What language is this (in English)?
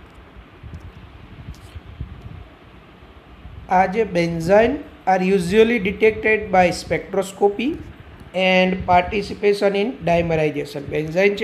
Gujarati